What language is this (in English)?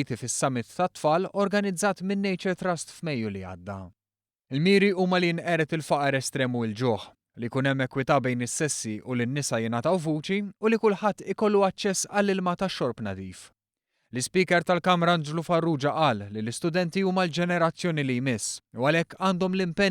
Maltese